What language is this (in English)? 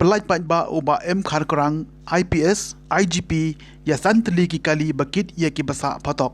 Khasi